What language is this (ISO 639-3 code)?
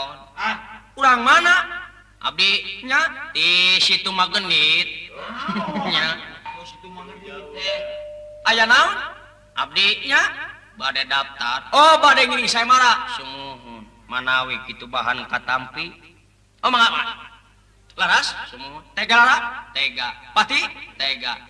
sun